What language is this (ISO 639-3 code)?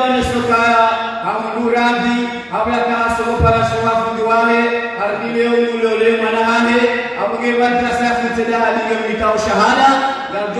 swa